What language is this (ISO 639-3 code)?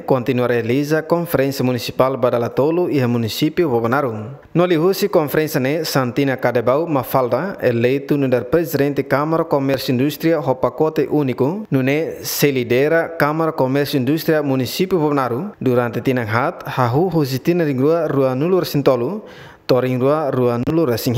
tet